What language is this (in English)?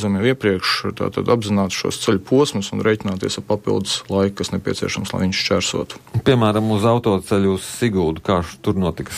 Latvian